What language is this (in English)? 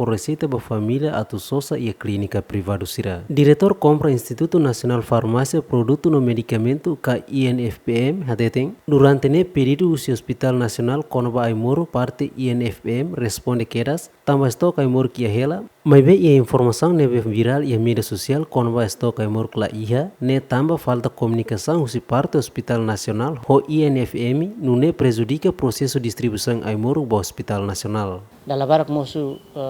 Tetum